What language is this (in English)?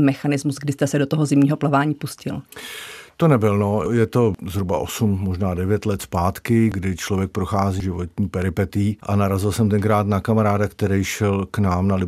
Czech